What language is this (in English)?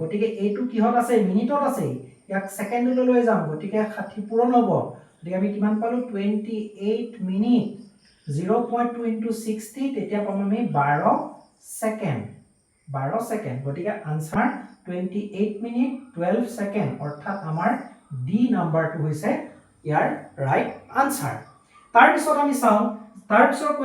Assamese